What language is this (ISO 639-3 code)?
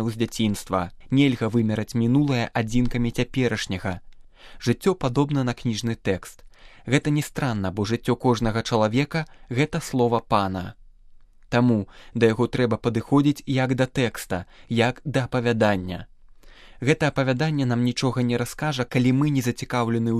bel